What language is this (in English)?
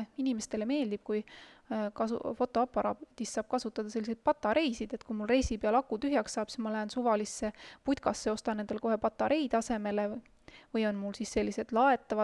Estonian